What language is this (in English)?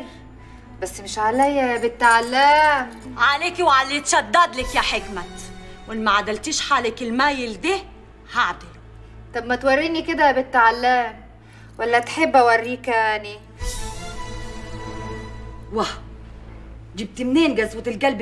Egyptian Arabic